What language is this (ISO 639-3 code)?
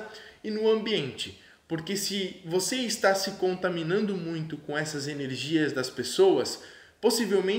por